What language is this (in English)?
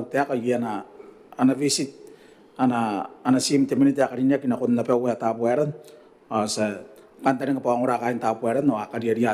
Gilbertese